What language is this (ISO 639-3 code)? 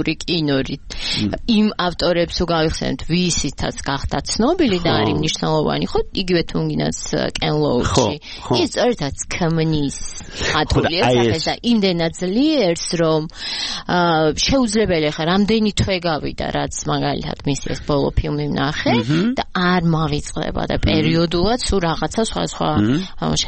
kat